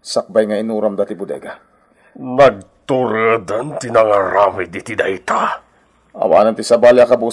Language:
Iloko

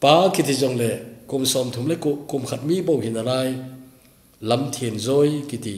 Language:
Thado Chin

